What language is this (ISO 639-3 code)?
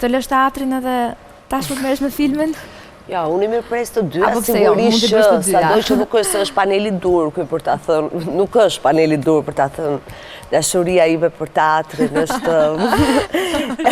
sqi